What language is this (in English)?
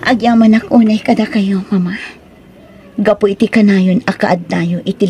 Iloko